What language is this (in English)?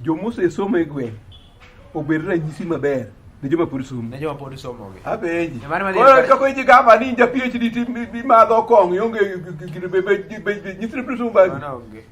Luo (Kenya and Tanzania)